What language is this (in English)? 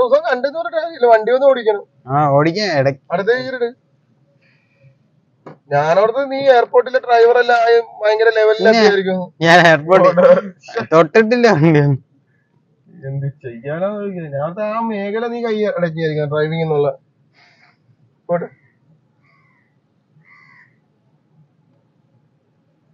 Malayalam